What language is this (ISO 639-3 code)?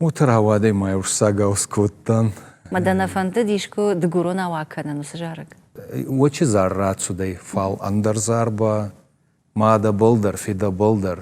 oss